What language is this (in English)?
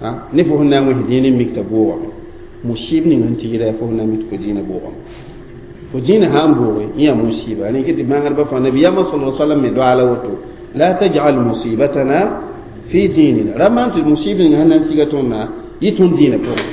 Mossi